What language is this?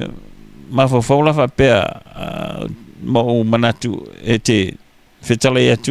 Samoan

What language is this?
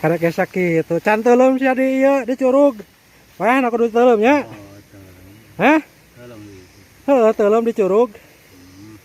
Sundanese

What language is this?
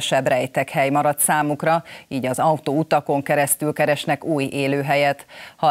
Hungarian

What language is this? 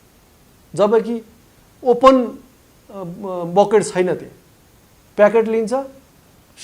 Nepali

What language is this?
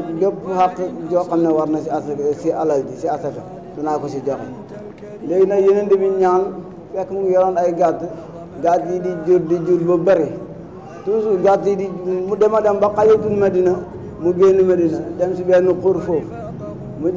Wolof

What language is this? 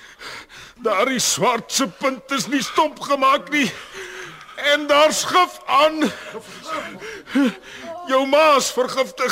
Afrikaans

